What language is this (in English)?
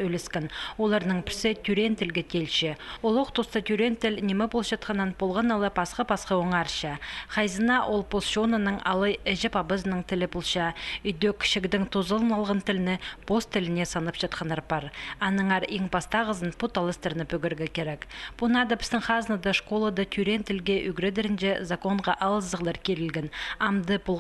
Khakas